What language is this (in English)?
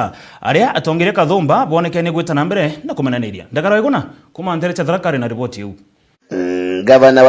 Meru